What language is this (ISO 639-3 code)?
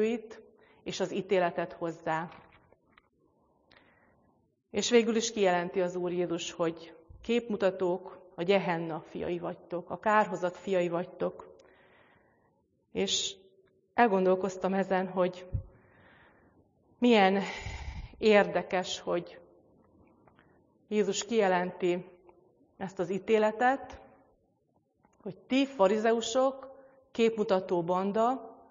hun